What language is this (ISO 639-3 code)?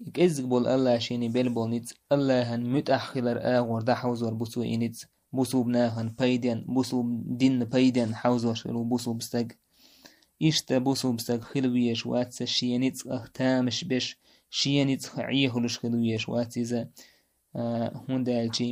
che